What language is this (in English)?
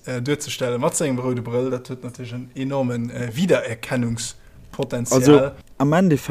Luxembourgish